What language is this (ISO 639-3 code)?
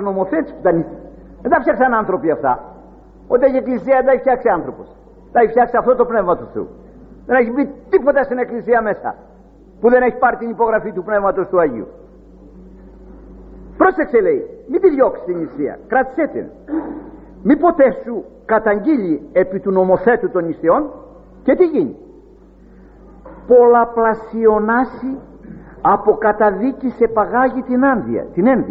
ell